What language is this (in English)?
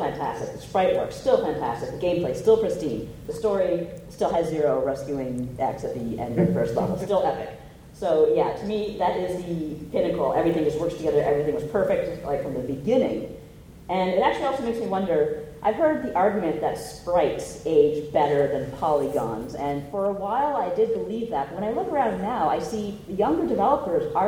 English